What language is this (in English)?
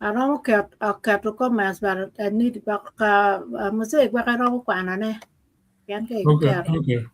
Acoli